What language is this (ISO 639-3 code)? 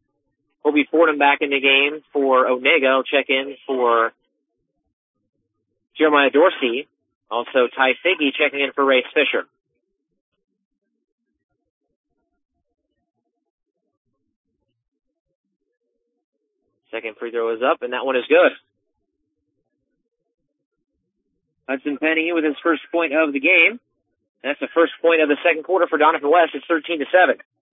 eng